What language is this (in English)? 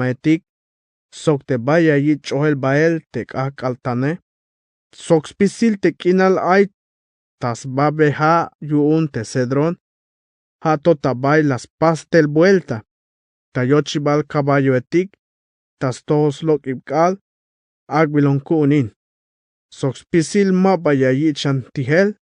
Tzeltal